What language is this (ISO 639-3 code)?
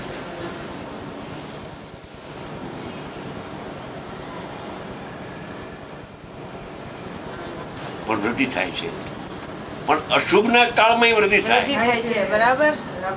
guj